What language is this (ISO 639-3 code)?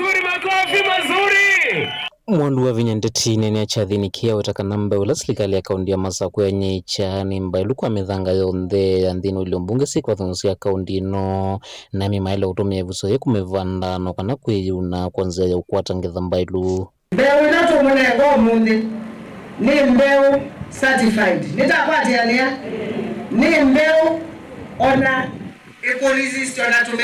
kam